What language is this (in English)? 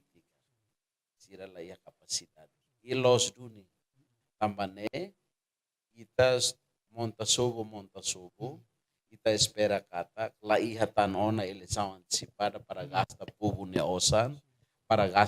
Tetum